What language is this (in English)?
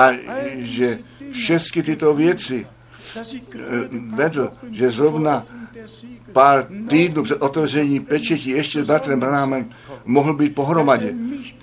Czech